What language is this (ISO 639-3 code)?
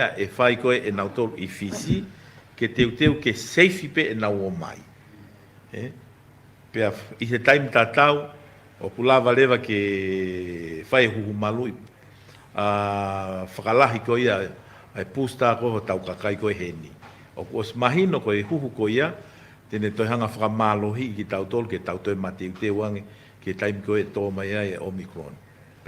ton